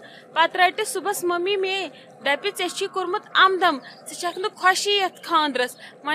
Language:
Kashmiri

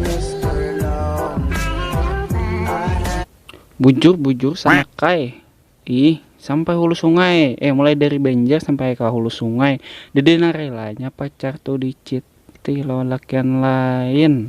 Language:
Banjar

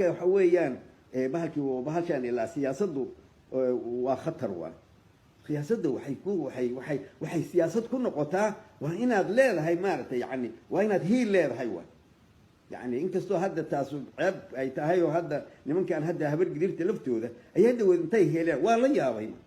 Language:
Somali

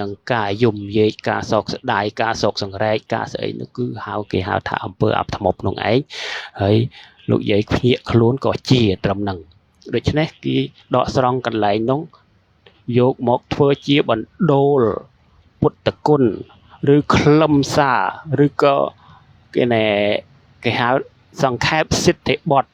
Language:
Khmer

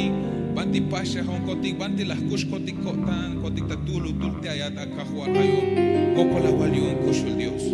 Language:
Tzeltal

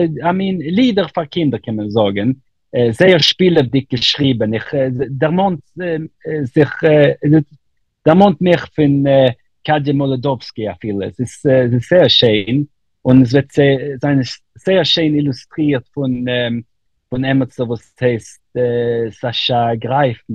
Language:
Yiddish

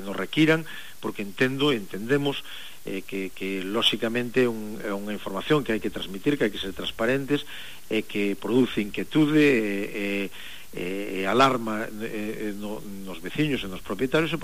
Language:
Galician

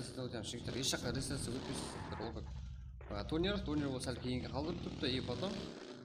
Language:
Kara-Kalpak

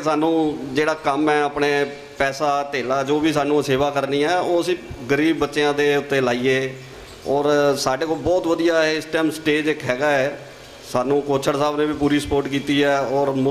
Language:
Punjabi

